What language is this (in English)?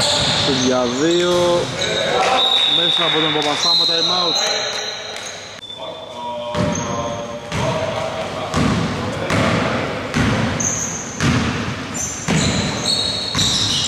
Greek